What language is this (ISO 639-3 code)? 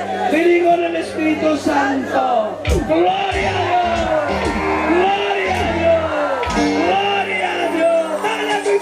quy